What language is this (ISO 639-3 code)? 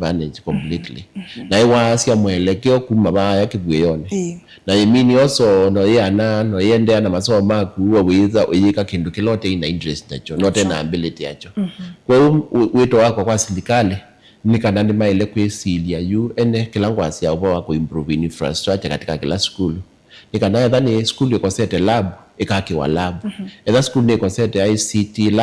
kam